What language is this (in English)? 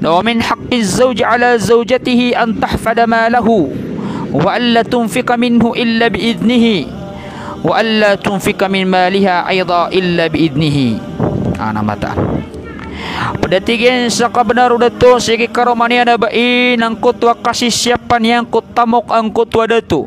Maranao